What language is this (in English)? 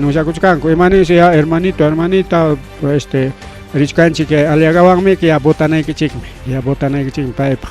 Ayacucho Quechua